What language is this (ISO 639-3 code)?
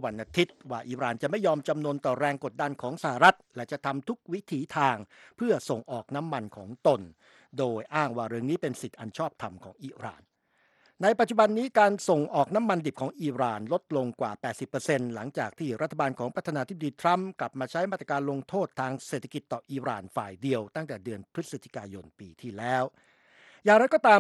tha